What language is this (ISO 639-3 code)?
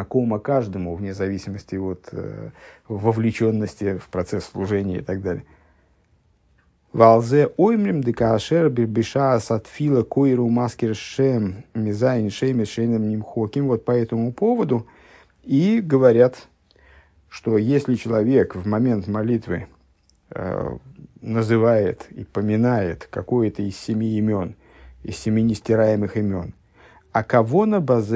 rus